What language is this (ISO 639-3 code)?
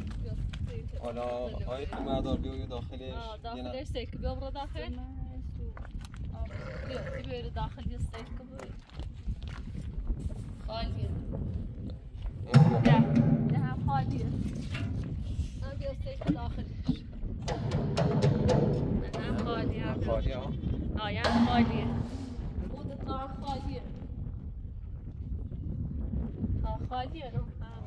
fas